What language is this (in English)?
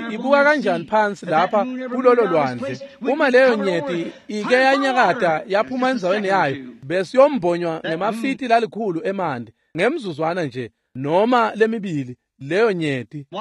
Swati